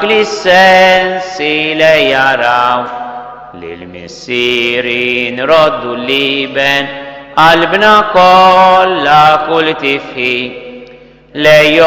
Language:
Maltese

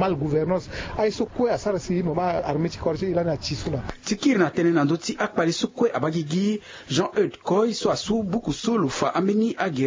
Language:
Sango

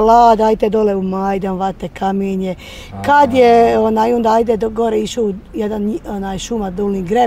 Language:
Bosnian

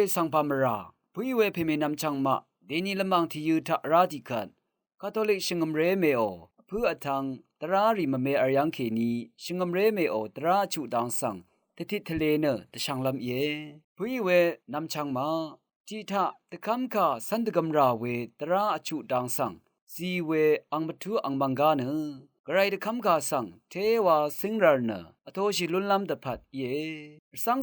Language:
Rawang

